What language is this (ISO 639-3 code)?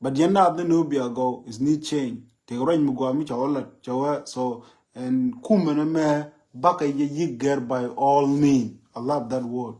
nus